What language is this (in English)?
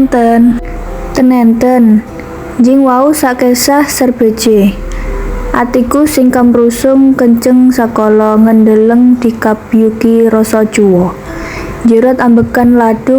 Javanese